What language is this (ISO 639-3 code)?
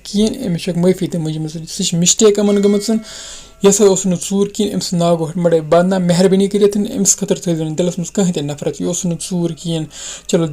kas